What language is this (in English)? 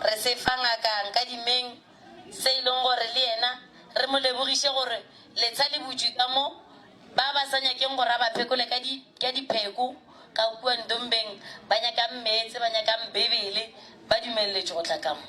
Northern Sotho